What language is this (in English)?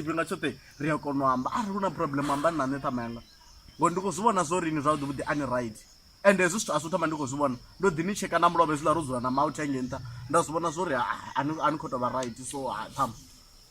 Venda